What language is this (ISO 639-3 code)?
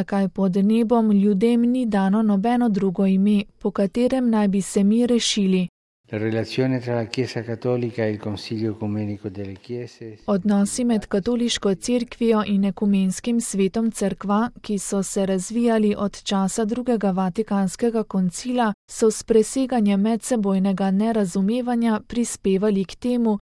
slv